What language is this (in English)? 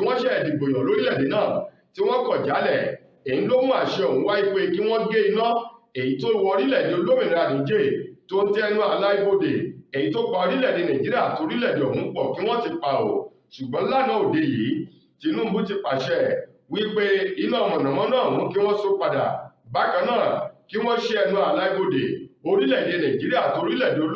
Yoruba